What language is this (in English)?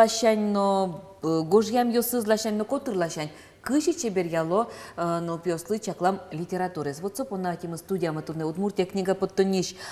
Udmurt